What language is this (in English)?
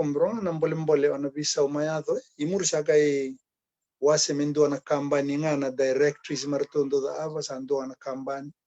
Fijian